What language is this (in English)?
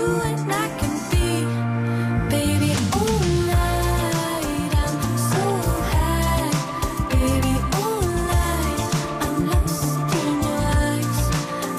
French